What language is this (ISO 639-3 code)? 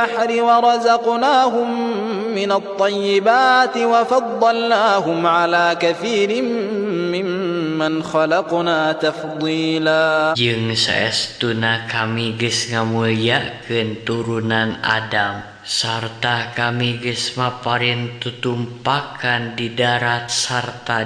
sun